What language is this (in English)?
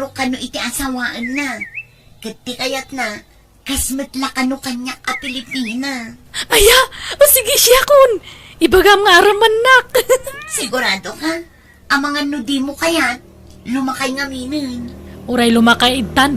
Iloko